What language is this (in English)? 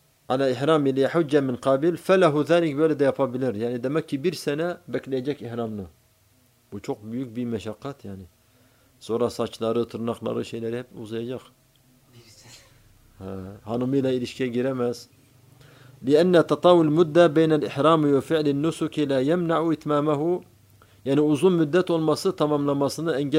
Turkish